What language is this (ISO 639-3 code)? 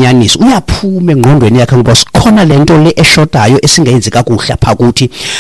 xho